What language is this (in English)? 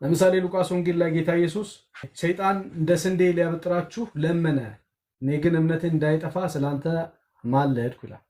Amharic